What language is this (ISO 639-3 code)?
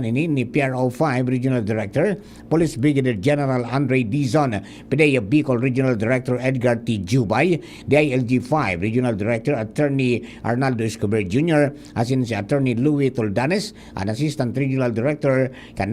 bik